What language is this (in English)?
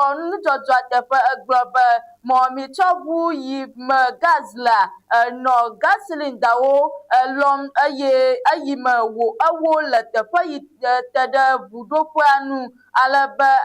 Ewe